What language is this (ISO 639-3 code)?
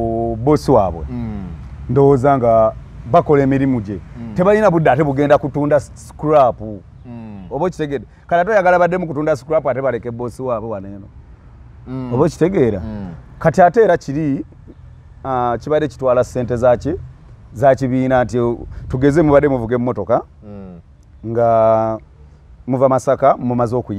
lug